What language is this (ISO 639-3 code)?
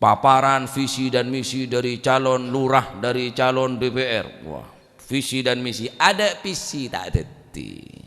mad